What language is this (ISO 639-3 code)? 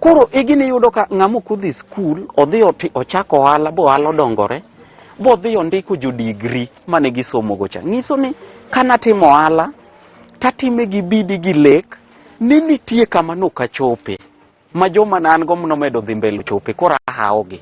luo